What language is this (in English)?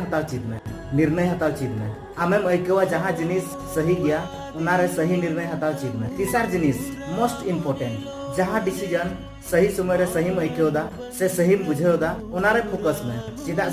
Santali